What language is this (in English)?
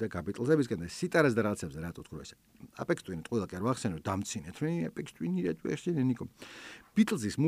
Georgian